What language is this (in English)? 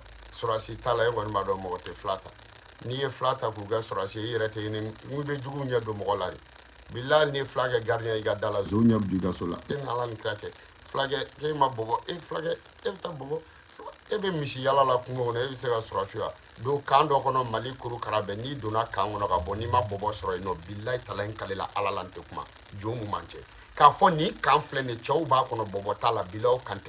Bambara